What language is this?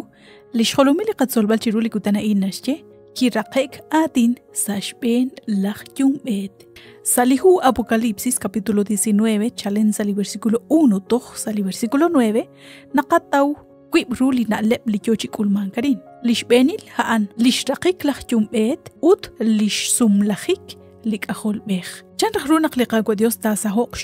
Kekchí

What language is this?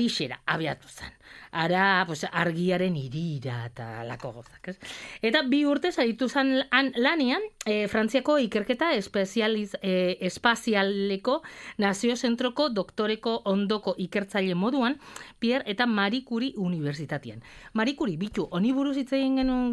Basque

